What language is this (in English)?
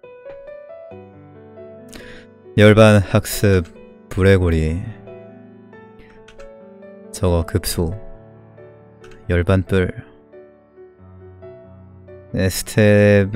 Korean